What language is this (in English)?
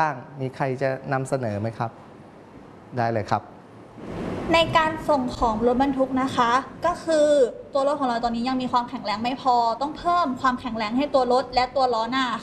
Thai